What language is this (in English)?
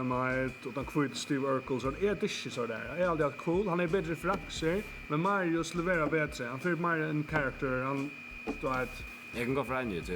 Faroese